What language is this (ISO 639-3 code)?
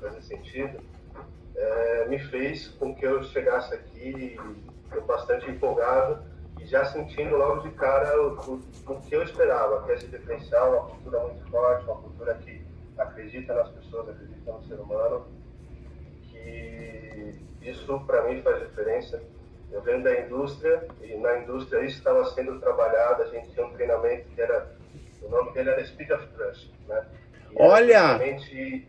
por